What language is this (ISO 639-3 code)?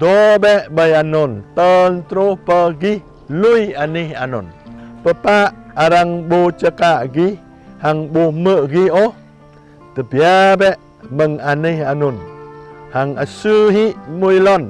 jra